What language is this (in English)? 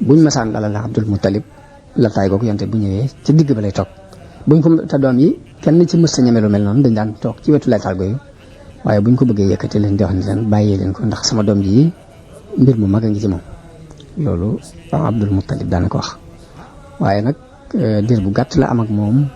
Wolof